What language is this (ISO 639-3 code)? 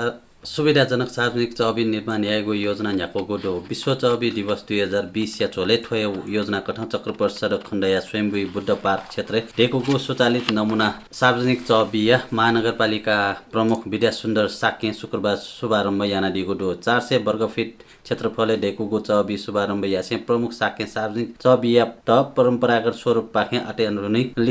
new